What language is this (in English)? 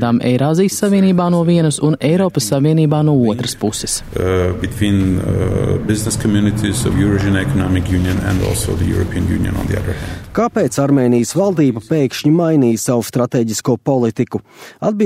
Latvian